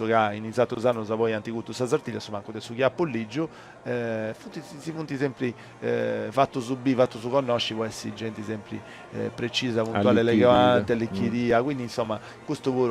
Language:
Sardinian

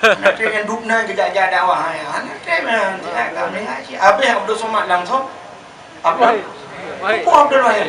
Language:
Achinese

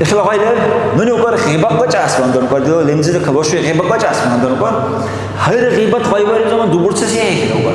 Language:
Dargwa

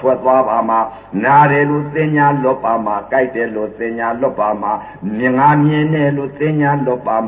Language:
Burmese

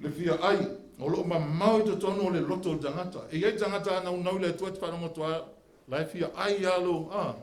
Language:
Samoan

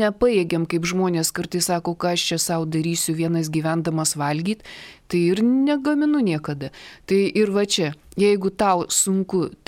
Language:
Lithuanian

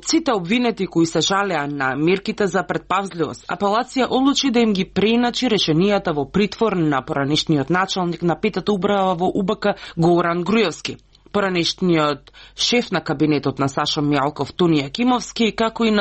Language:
Macedonian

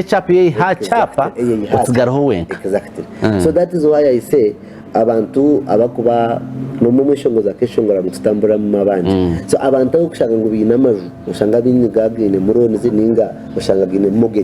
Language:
Nyankole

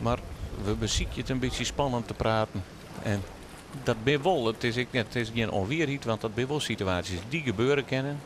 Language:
Western Frisian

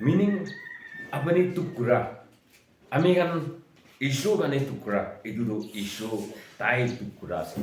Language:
Konyak Naga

